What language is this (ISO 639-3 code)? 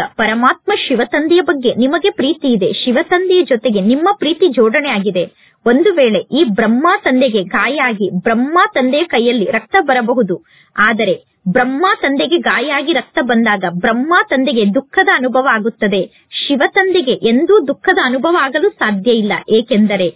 kan